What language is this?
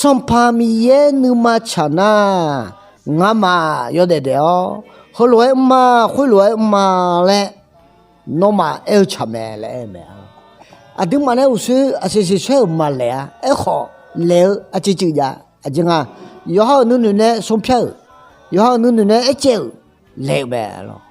Akha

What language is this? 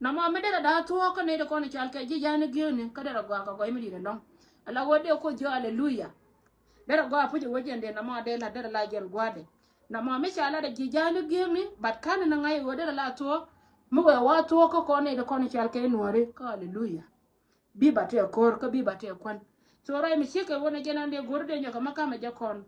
Nuer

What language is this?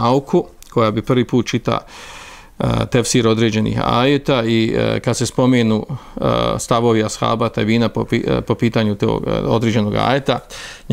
Bosnian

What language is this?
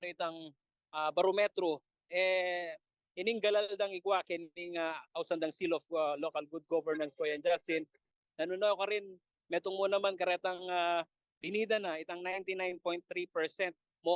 Pampanga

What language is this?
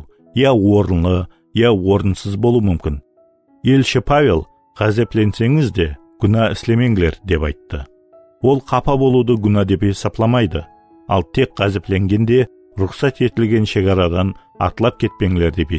Kara-Kalpak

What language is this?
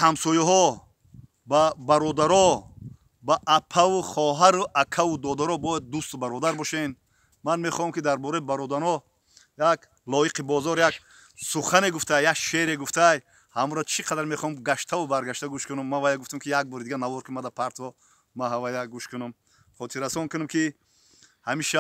Tajik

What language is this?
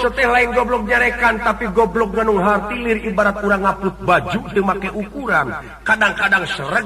Sundanese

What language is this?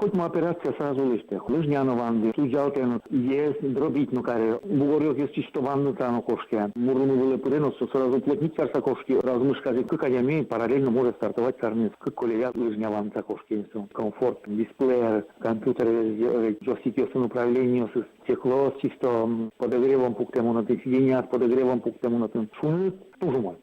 Udmurt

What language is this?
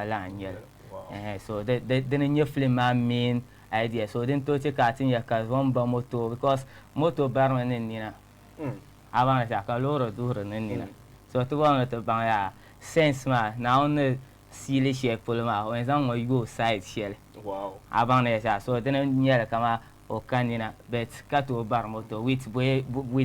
Dagbani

